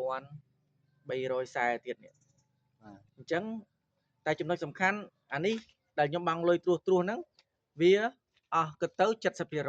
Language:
Khmer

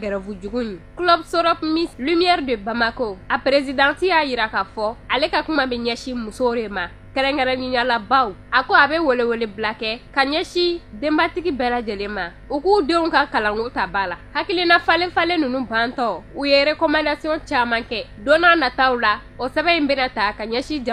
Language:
Bambara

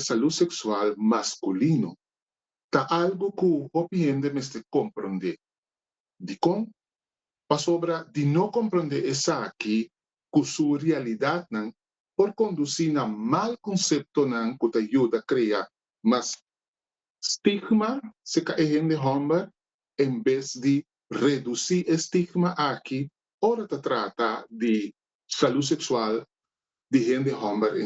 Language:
Papiamento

